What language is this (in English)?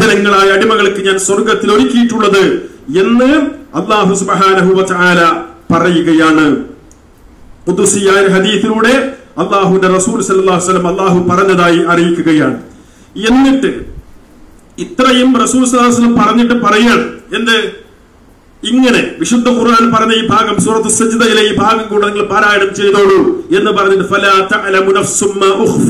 Malayalam